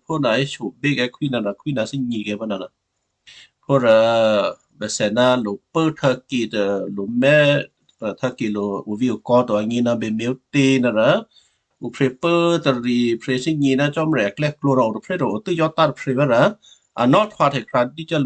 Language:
Western Kayah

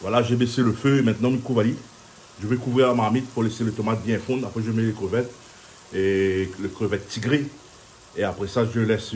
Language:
Réunion Creole French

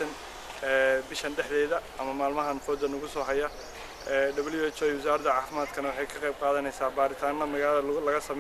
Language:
Somali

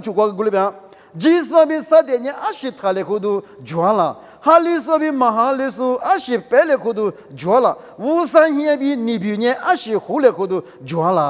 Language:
Lisu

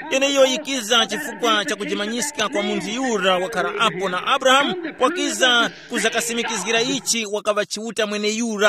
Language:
Tumbuka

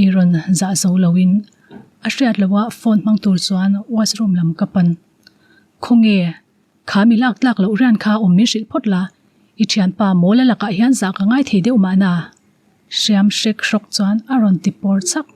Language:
Mizo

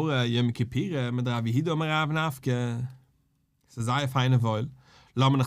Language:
Yiddish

